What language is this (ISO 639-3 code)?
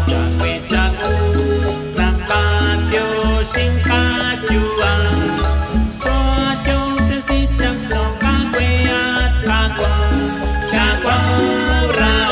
kek